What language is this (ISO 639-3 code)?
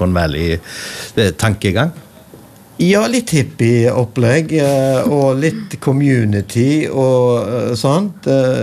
nor